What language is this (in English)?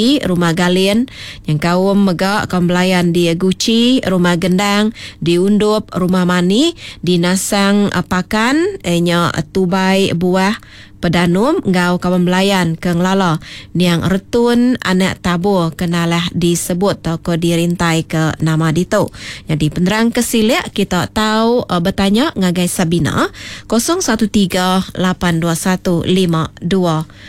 Iban